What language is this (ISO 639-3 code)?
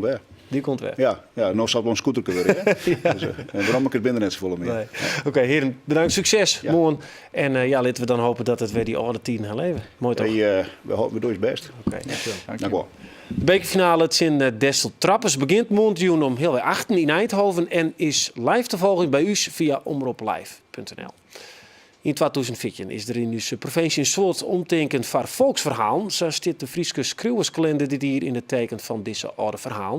fry